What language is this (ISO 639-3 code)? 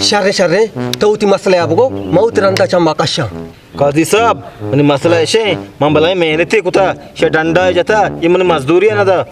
bal